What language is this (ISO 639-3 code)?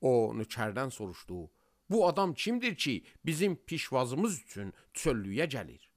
aze